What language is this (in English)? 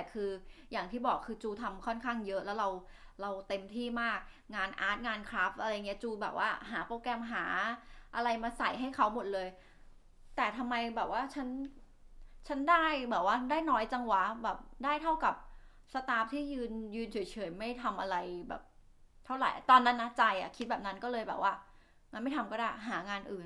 Thai